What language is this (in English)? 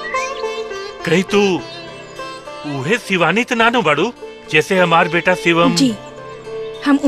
Bhojpuri